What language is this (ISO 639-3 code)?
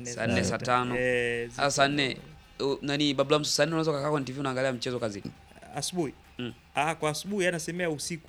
swa